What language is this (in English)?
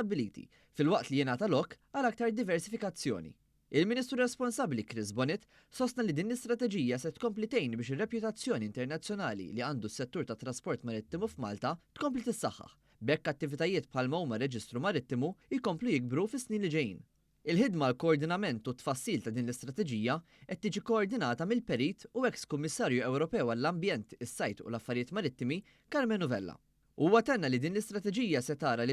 Maltese